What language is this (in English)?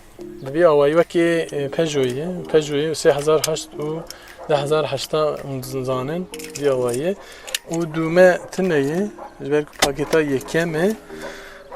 Kurdish